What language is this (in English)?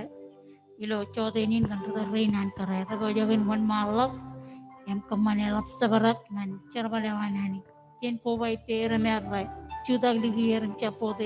Marshallese